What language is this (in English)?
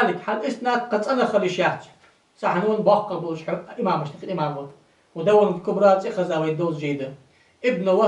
Ingush